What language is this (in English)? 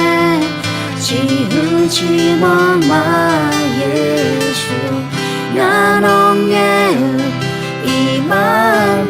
Akha